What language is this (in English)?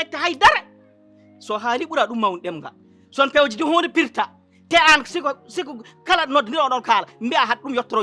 Fula